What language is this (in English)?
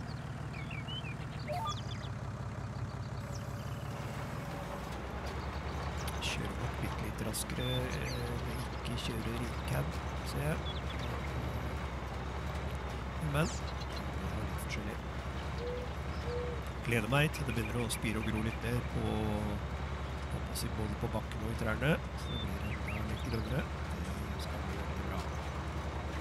Norwegian